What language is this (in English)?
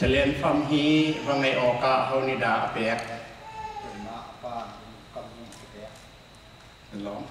Hakha Chin